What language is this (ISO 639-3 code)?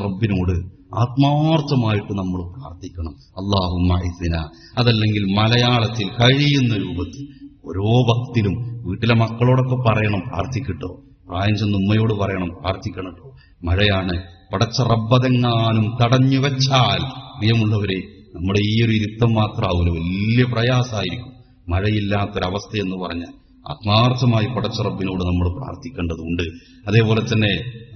mal